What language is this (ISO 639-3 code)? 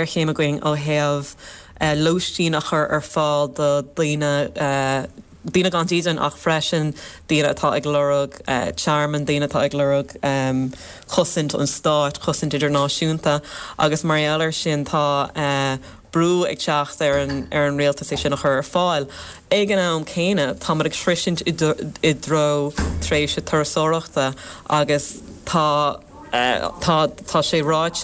gle